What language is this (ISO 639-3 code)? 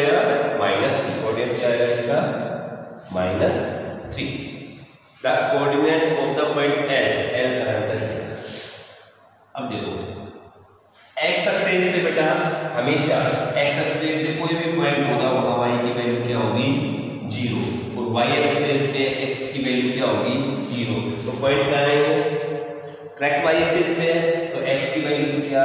hin